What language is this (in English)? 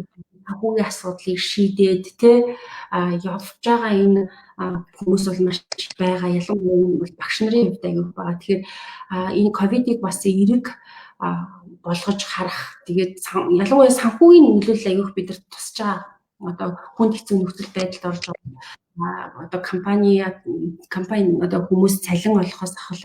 Mongolian